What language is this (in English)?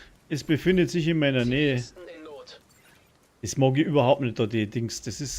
Bavarian